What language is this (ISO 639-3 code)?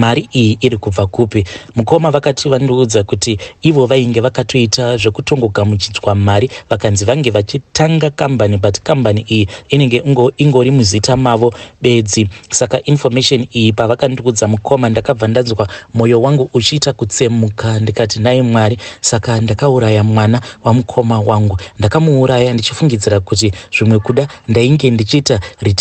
sna